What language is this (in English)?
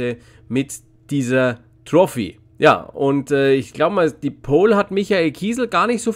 German